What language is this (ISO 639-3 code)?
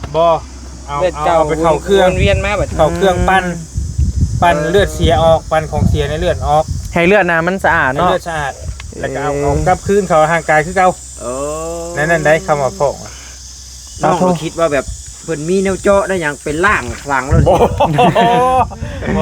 tts